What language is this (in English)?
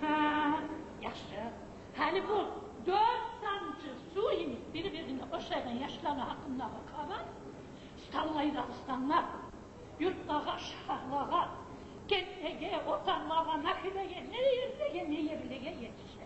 Kumyk